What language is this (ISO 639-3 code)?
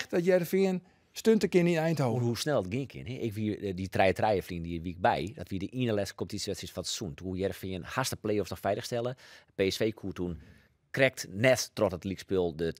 fry